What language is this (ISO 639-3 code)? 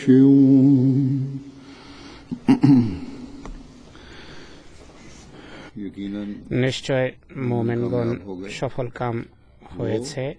ben